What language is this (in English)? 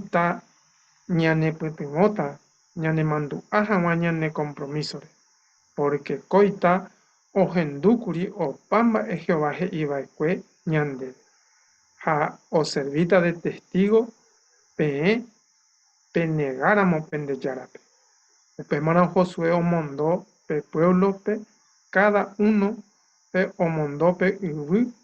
Guarani